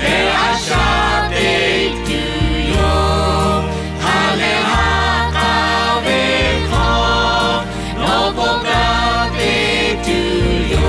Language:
Lahu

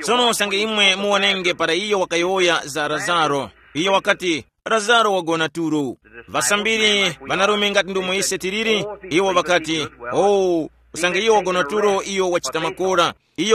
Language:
Tumbuka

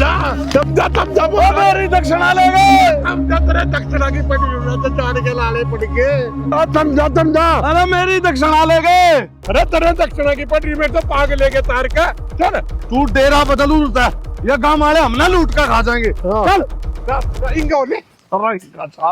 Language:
Haryanvi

